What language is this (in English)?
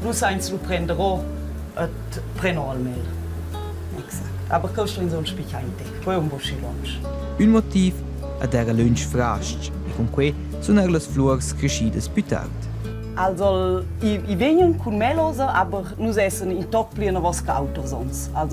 Romansh